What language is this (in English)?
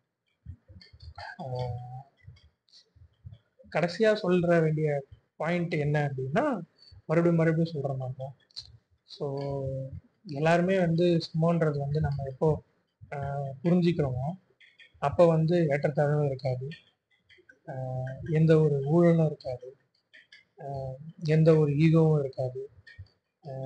Tamil